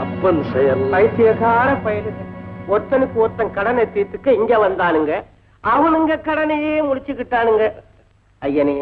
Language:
Tamil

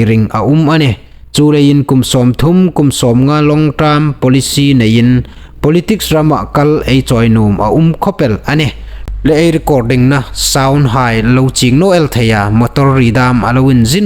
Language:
Hmar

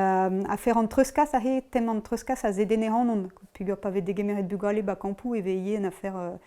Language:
Breton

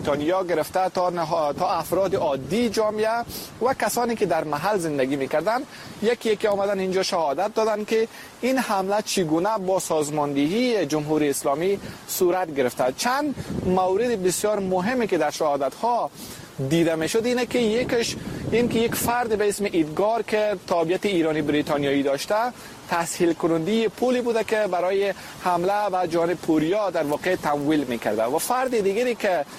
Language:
Persian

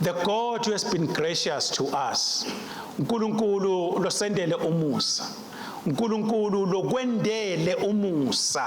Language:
Swati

